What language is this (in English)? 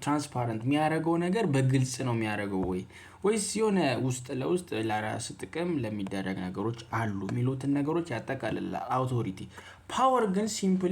Amharic